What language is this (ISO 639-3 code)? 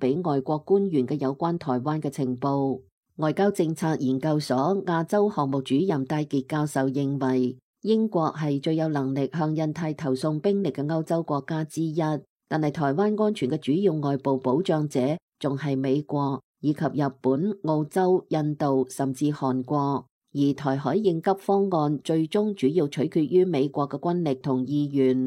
yue